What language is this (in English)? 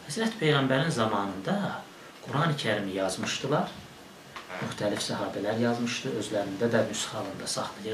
Azerbaijani